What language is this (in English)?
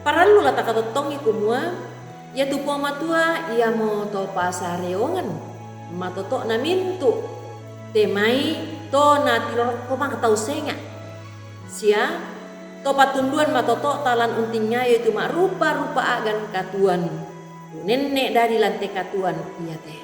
Toraja-Sa'dan